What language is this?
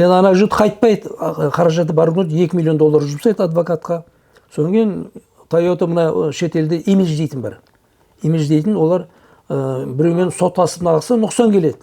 Kazakh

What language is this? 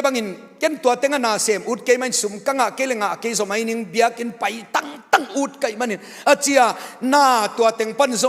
Tedim Chin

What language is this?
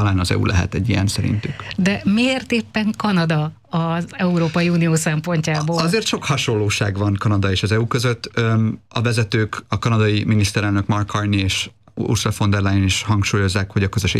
Hungarian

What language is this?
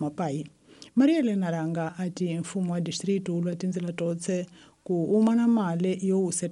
Tsonga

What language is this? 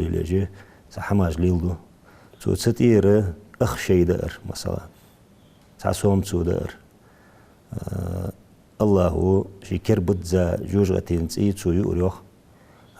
Ingush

